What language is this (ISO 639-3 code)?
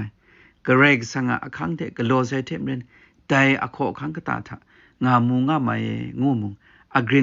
kac